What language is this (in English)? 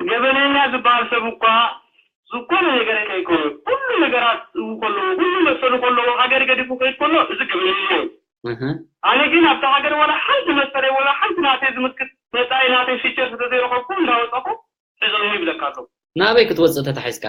Tigrinya